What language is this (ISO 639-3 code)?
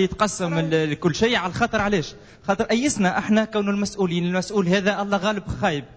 aeb